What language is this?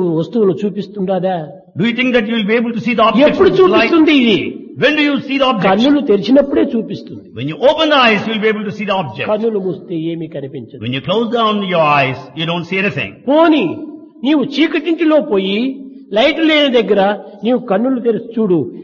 Telugu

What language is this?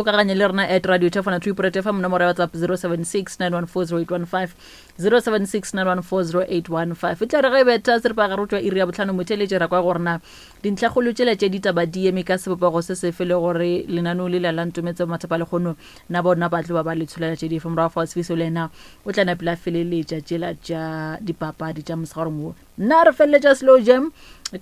Northern Sotho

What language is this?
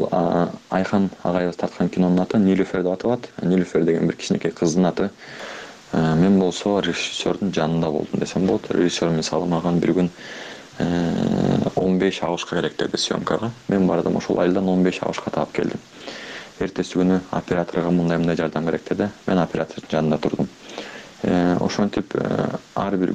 Kyrgyz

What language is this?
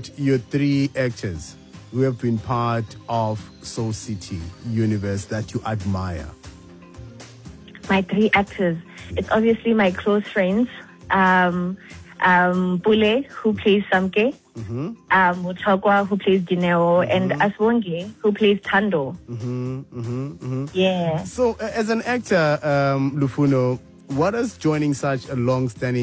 English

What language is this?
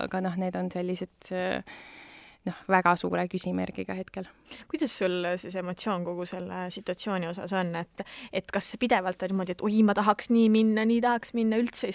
Estonian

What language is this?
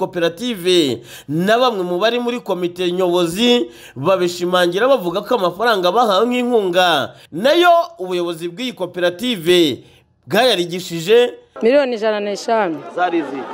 Kinyarwanda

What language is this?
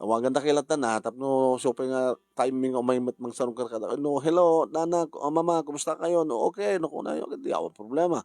Iloko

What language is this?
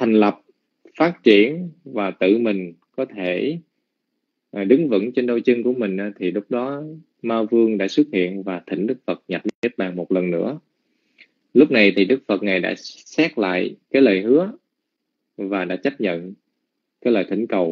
Vietnamese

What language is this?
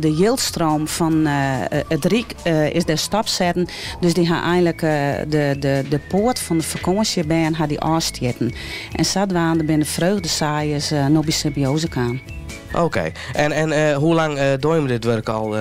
Western Frisian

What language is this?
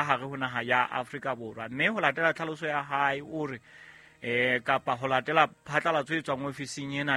Southern Sotho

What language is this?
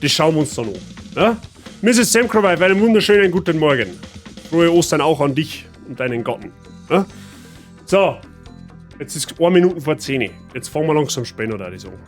Bavarian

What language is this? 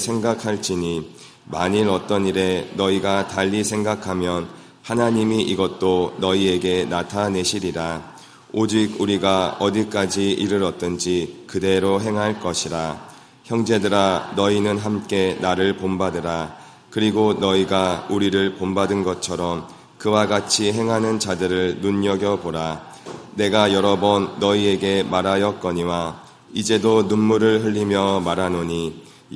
Korean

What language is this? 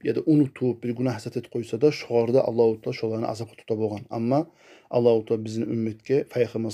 Kumyk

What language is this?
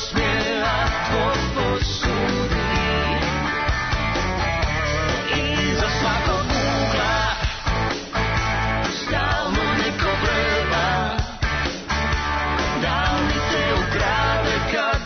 Serbian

